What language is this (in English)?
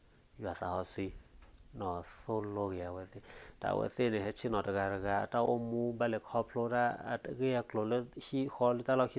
S'gaw Karen